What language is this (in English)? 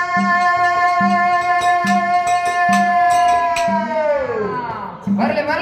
Kannada